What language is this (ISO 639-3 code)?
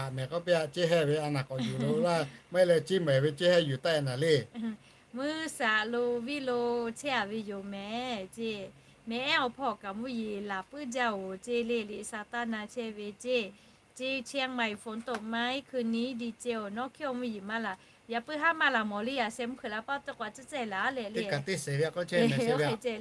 lhu